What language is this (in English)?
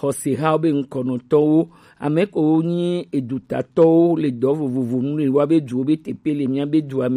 Gen